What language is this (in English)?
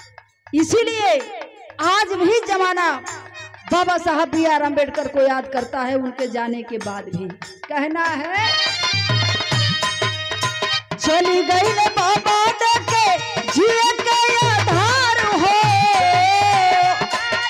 Bhojpuri